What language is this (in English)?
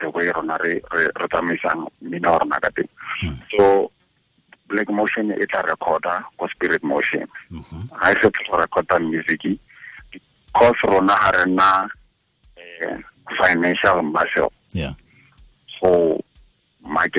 Tswana